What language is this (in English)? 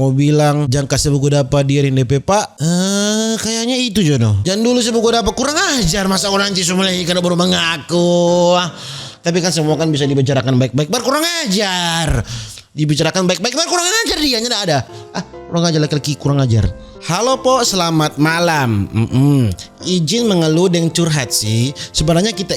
Manado Malay